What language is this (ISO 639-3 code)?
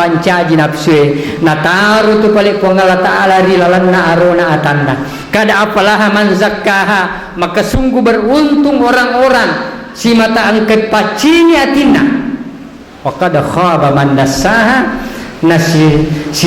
bug